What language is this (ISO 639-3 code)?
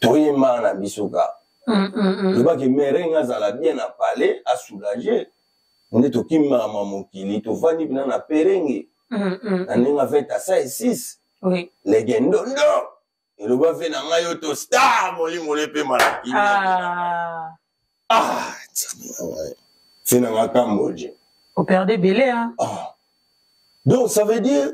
lin